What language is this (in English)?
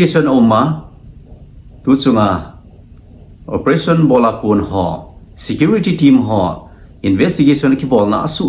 Thado Chin